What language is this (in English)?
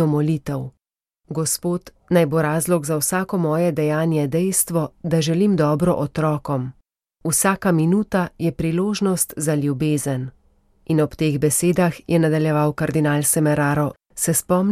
Slovenian